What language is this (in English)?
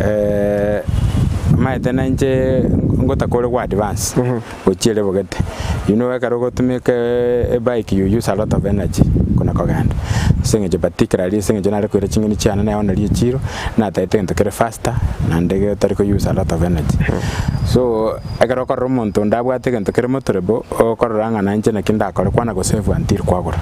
Gusii